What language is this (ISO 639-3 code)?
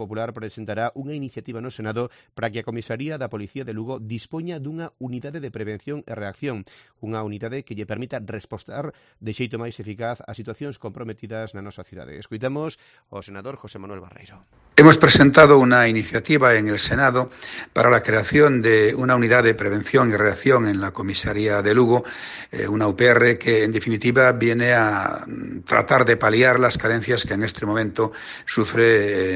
glg